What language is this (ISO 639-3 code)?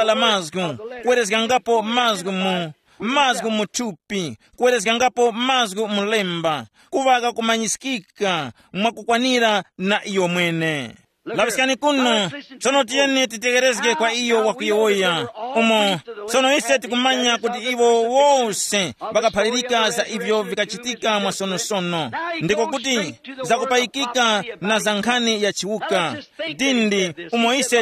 tum